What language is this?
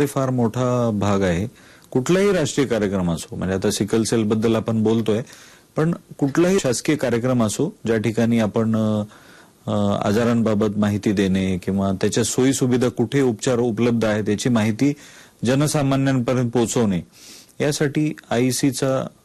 Marathi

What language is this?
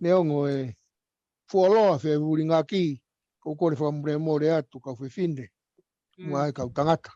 Tongan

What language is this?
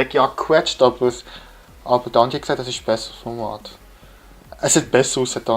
Swiss German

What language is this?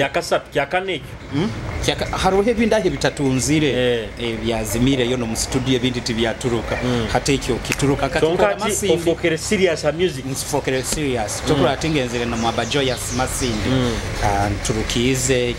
Nyoro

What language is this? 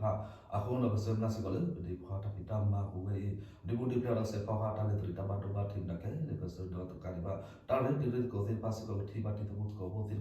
S'gaw Karen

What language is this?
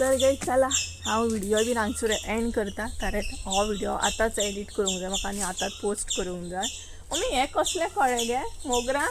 Konkani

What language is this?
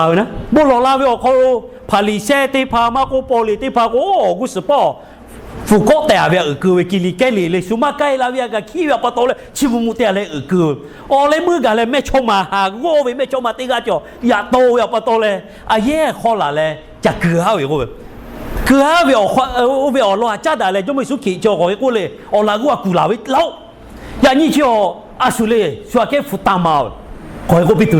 Lahu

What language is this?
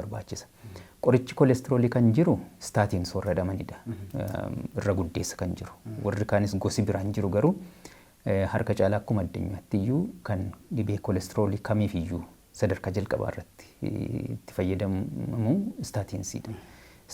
Oromo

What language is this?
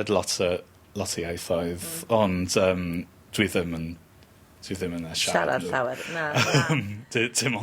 Welsh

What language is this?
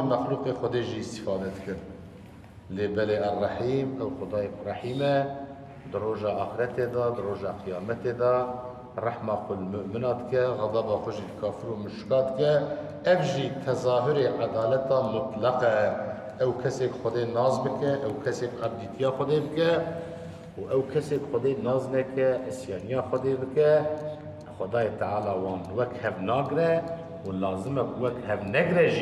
Kurdish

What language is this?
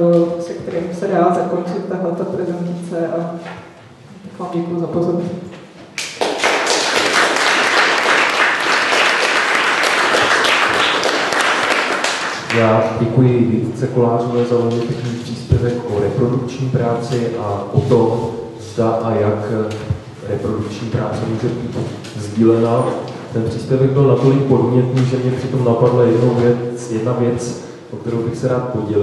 Czech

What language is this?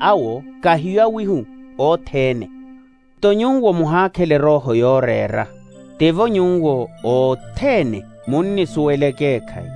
Makhuwa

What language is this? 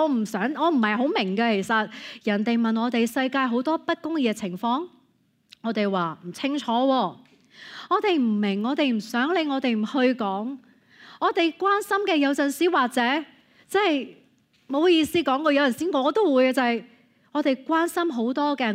Cantonese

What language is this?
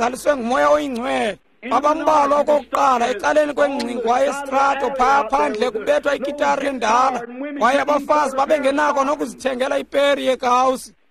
Xhosa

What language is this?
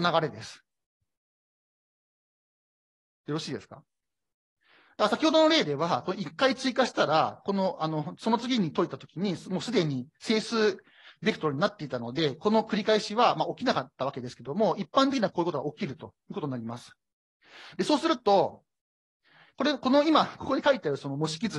Japanese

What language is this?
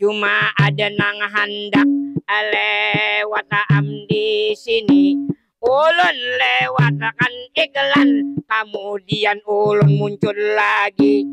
Banjar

